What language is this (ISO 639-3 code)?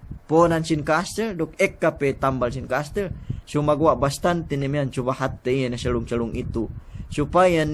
yka